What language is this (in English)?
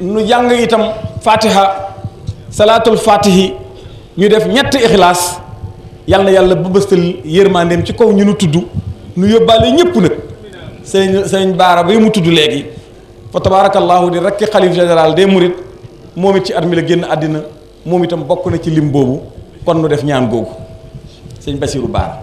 Wolof